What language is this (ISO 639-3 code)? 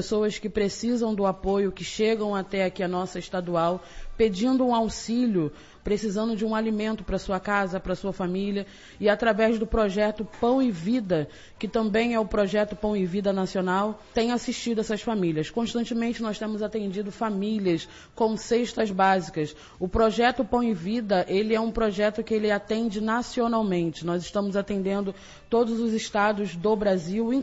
por